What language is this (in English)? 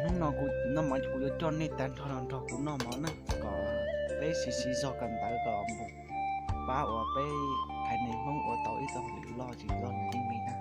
Hmong